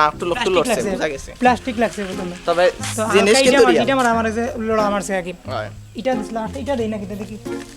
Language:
Sylheti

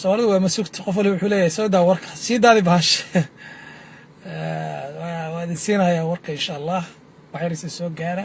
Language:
Somali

